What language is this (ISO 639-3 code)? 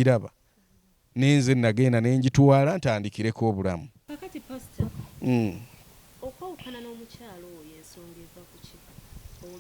lug